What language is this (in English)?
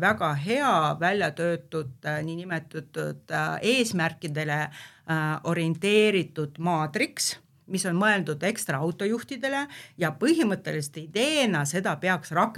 Estonian